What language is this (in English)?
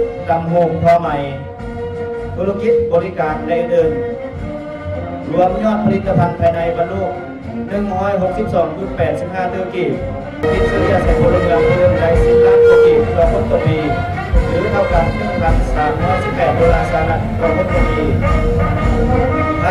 Lao